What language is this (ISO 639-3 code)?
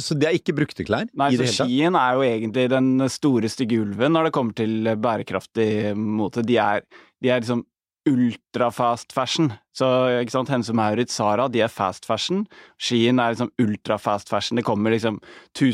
nor